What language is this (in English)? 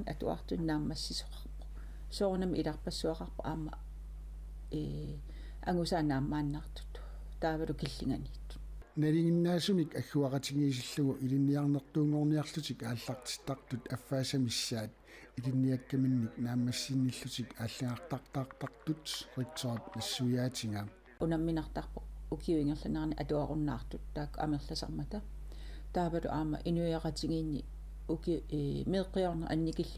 Kalaallisut